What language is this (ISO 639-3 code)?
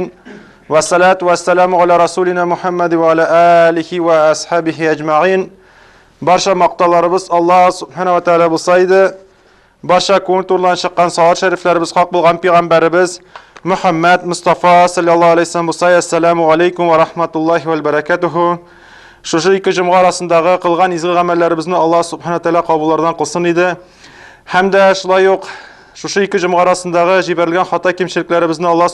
tat